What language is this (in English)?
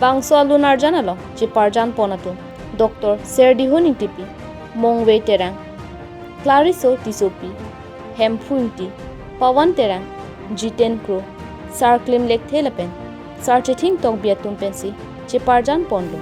Karbi